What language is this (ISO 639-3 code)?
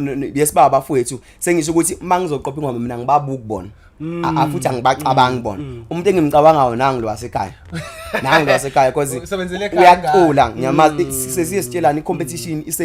zul